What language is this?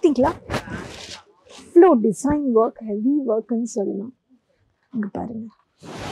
Tamil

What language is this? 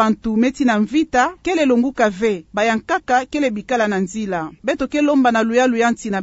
Kituba (Democratic Republic of Congo)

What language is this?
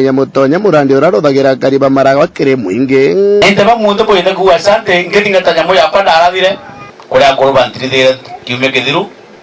Meru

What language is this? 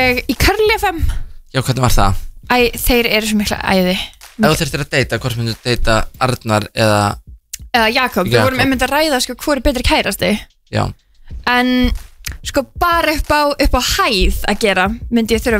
Icelandic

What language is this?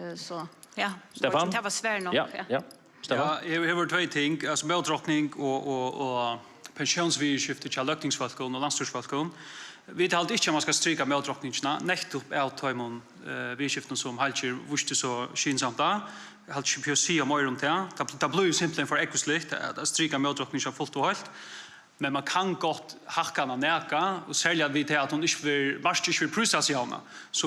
Faroese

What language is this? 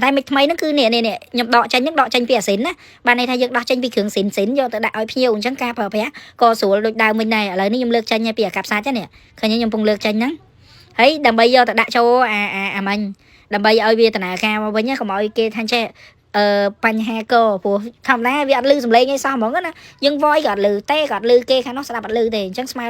Khmer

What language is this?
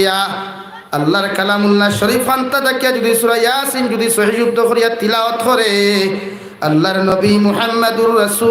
Sylheti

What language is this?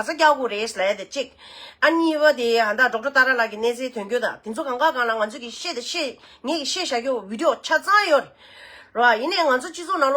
Tibetan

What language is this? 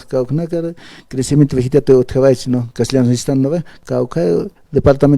Aymara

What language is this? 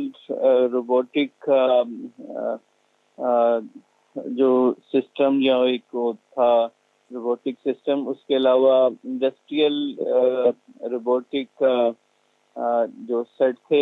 Urdu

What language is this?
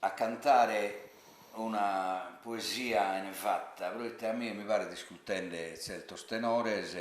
Sardinian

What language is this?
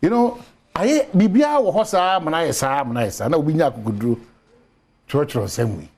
Akan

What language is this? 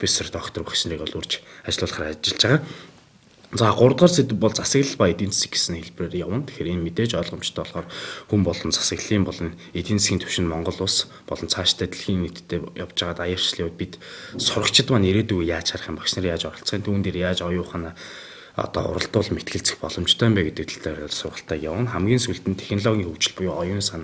Mongolian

